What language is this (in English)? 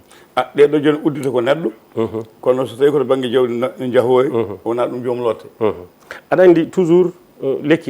Fula